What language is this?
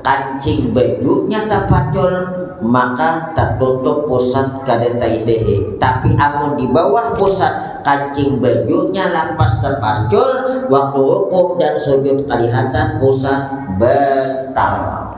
Banjar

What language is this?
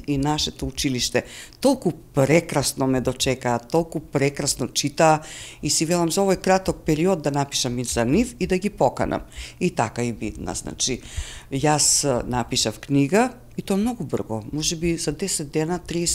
Macedonian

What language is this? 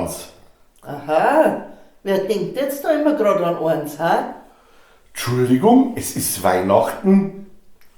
Bavarian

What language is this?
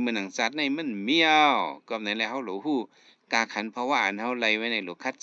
Shan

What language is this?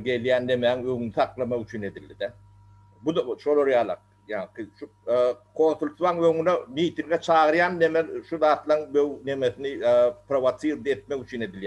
Turkmen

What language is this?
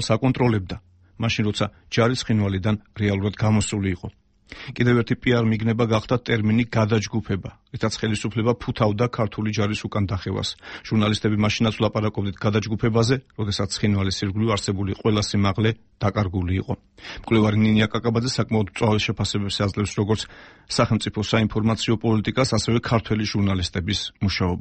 Georgian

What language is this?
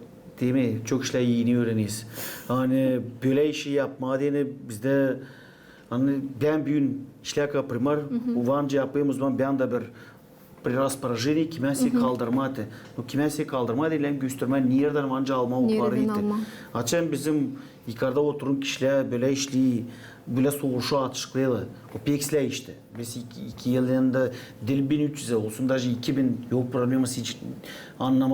Gagauz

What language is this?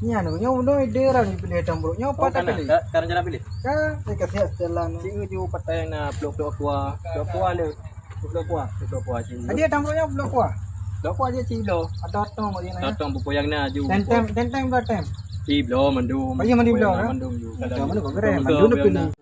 Achinese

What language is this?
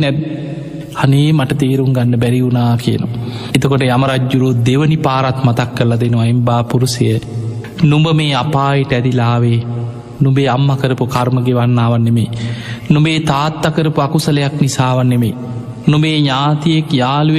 Sinhala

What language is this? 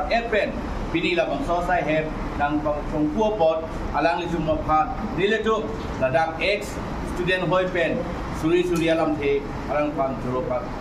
Karbi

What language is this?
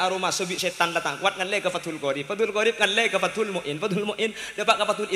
Madurese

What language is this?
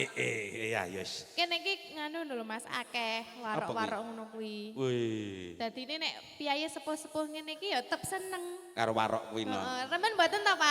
Javanese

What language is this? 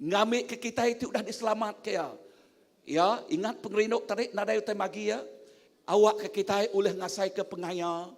Iban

